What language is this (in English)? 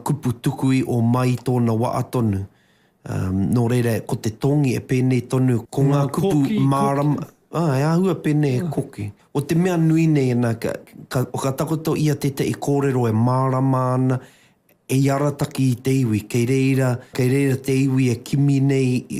Māori